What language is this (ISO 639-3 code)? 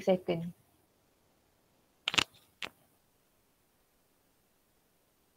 msa